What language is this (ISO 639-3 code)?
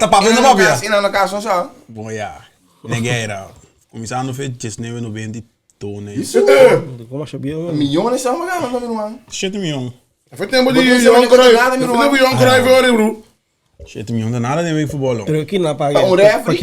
pap